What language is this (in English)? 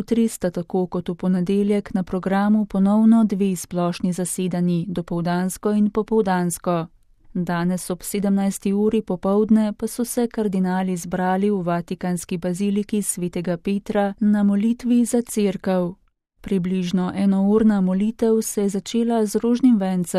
Slovenian